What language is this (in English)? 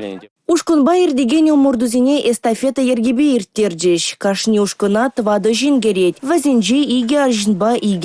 Chuvash